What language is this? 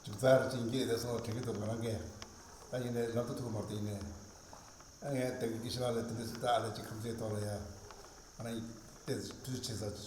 Tibetan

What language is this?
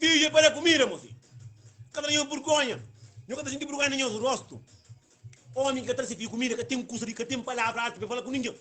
Kabuverdianu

